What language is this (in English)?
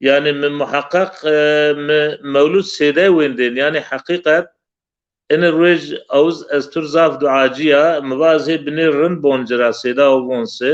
Zaza